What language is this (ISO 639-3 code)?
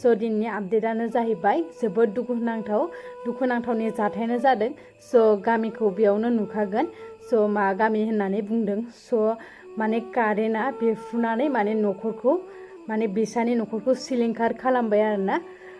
brx